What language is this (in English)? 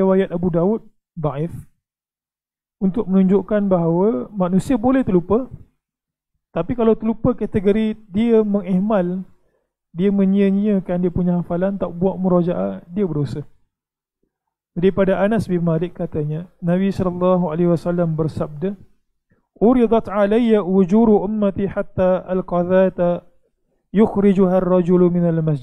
Malay